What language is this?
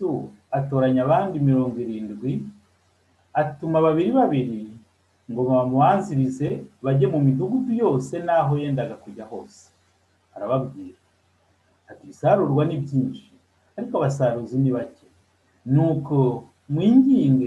Kinyarwanda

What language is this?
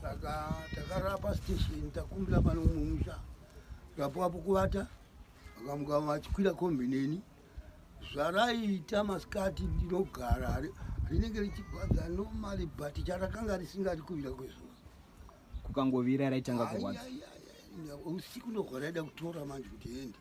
Shona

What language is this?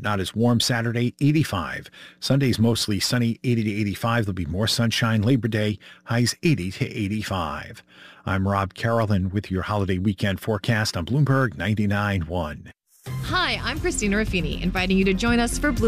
English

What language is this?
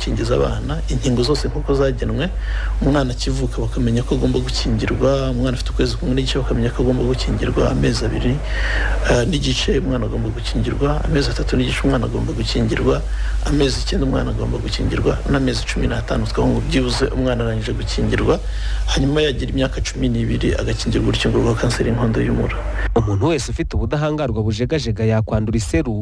Kinyarwanda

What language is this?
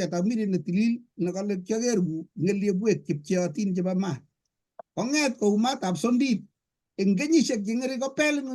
Kalenjin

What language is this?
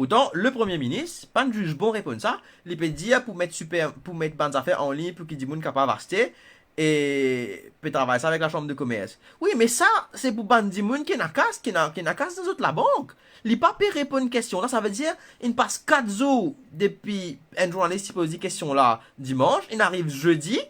Morisyen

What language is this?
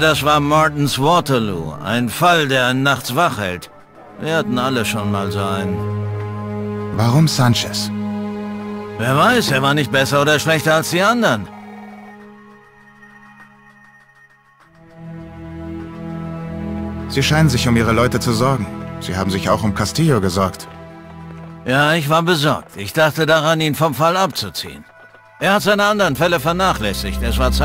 German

